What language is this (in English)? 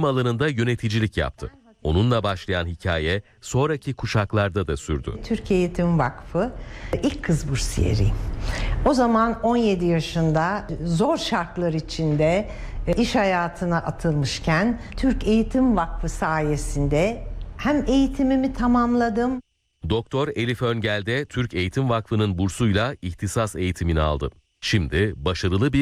Turkish